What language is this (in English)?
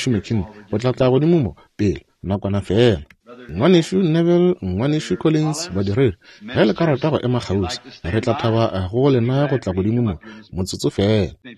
Northern Sotho